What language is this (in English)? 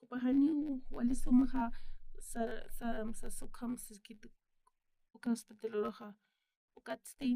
Aymara